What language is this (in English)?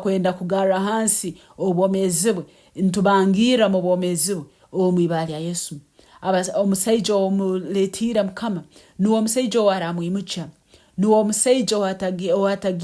Nyankole